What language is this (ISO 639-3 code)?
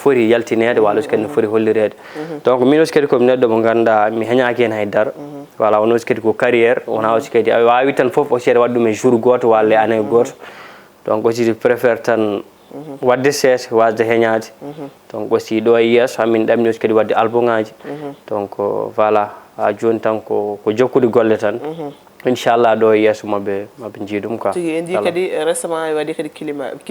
ful